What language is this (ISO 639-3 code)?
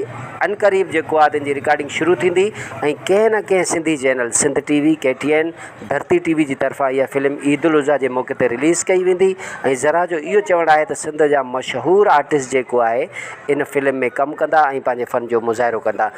snd